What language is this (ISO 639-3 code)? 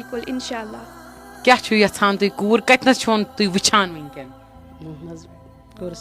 kas